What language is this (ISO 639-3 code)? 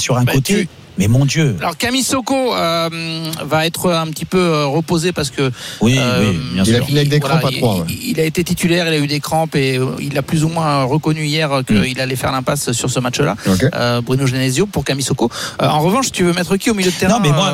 fra